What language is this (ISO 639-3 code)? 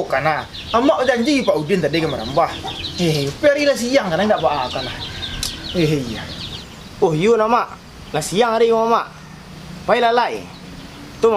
min